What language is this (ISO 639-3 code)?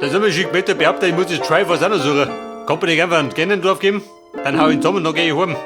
bar